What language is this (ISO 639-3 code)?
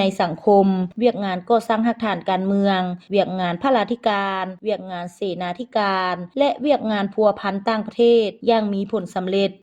lao